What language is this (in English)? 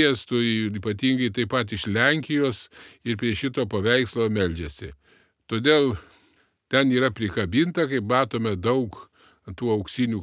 Lithuanian